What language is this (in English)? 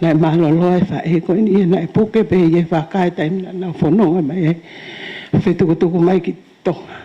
Tongan